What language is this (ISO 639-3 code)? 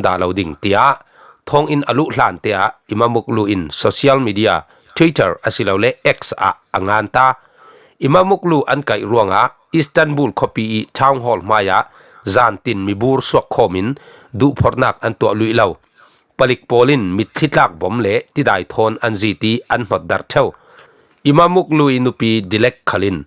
cfm